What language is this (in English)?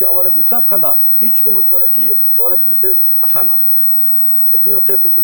Avaric